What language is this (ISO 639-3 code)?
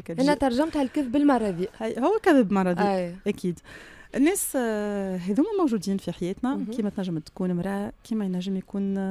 aeb